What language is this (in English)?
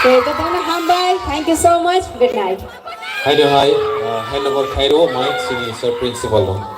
Kok Borok